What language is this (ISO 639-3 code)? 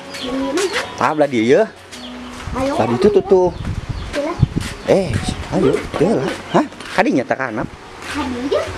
sun